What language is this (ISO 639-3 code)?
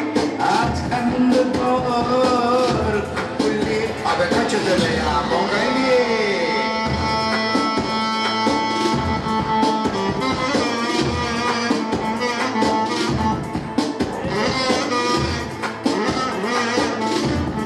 tur